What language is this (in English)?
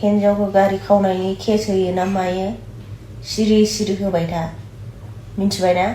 Bodo